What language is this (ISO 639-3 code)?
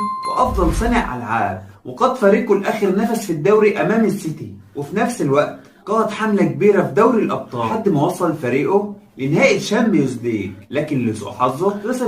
arz